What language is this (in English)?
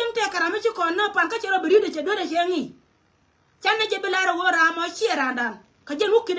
Nuer